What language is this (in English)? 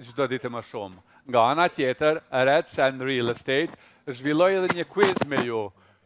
Albanian